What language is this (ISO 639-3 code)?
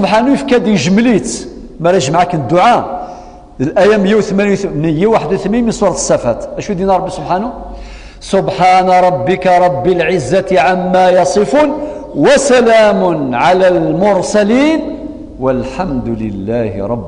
kab